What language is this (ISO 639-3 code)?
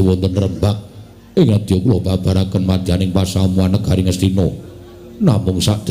jav